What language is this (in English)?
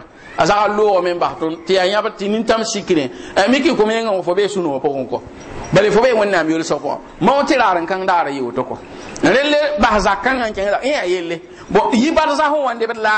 Mossi